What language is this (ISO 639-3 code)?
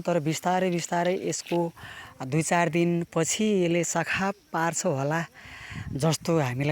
nep